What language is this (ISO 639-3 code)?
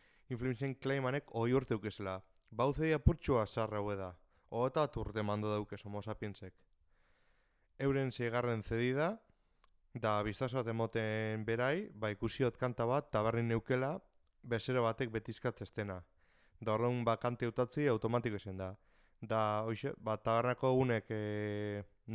eus